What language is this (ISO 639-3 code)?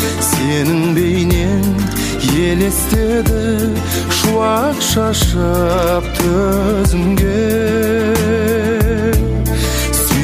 kaz